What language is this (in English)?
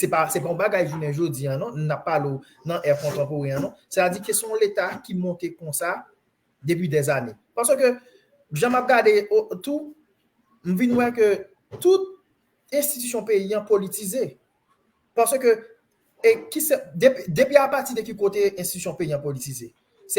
Haitian Creole